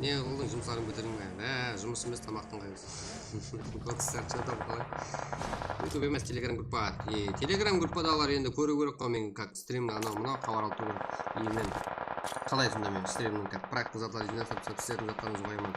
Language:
Kara-Kalpak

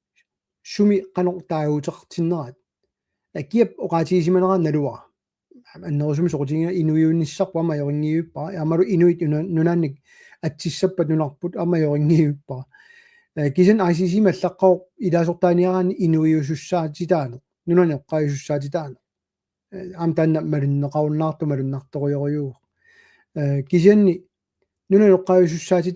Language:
Kalaallisut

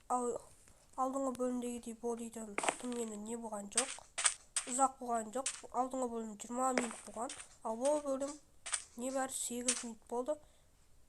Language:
Kazakh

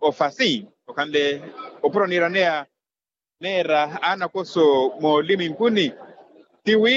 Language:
Makhuwa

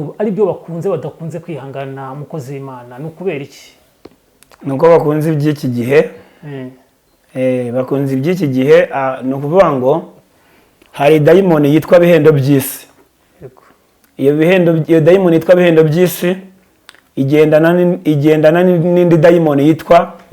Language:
Kinyarwanda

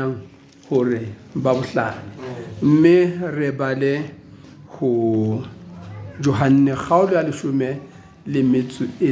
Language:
Southern Sotho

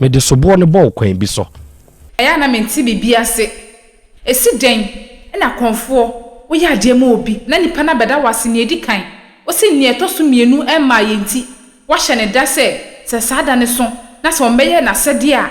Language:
Akan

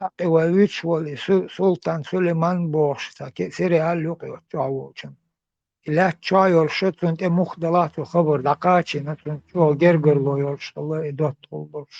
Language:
Chechen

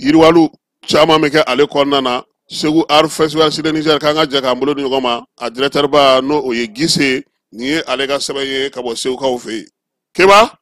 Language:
Bambara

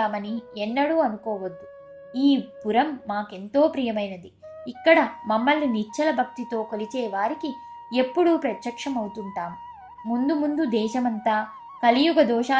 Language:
Telugu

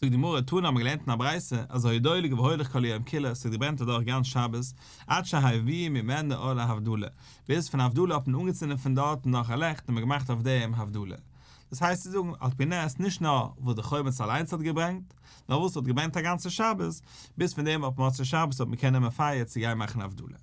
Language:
Yiddish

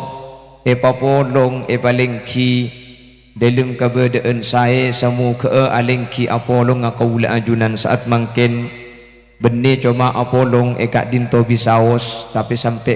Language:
Madurese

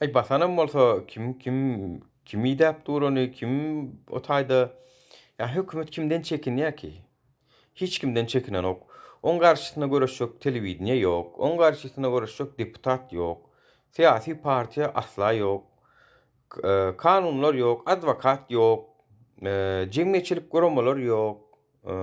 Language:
Turkmen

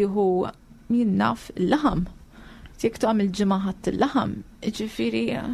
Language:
Maltese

